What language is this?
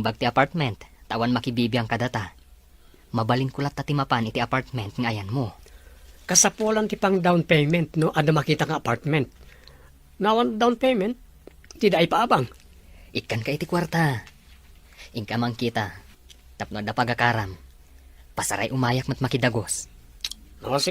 Iloko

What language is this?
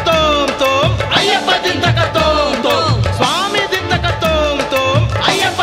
Kannada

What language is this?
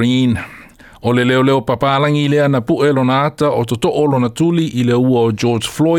Samoan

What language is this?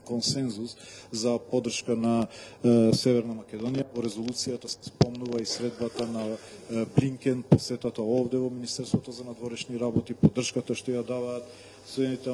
Macedonian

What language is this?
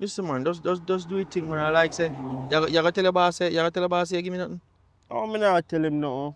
Jamaican Creole English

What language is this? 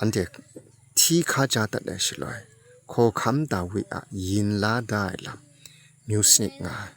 Kachin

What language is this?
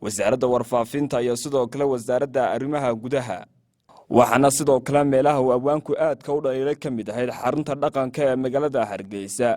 Somali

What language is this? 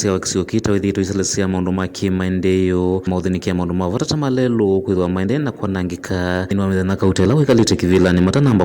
Kamba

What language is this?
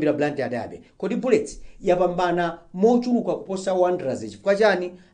Nyanja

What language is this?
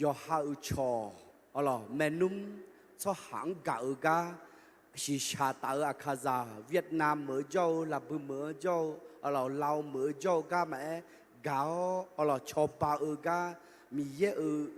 Akha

